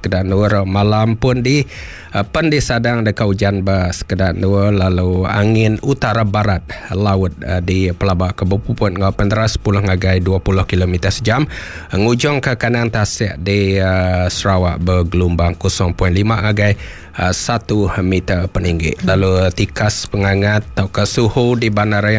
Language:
Iban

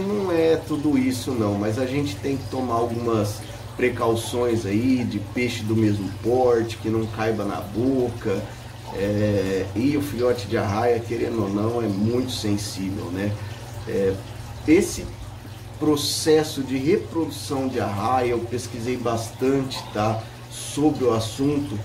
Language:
Portuguese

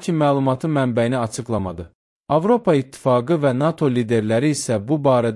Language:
Azerbaijani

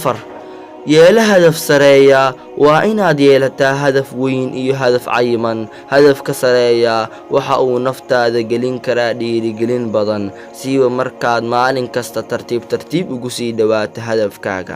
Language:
Somali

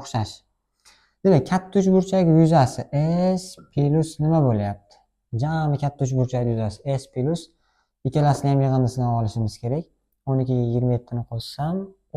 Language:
Uzbek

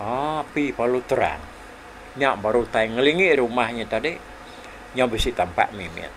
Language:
Iban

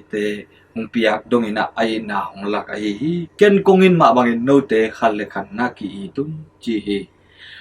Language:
Tedim Chin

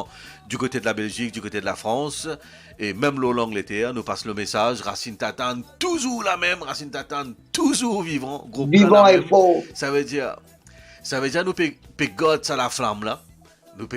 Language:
Morisyen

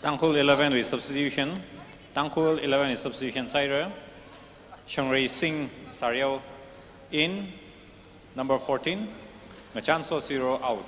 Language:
Tangkhul Naga (India)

